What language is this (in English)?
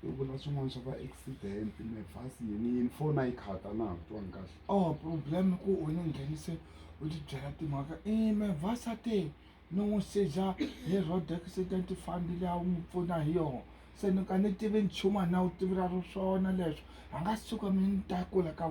Tsonga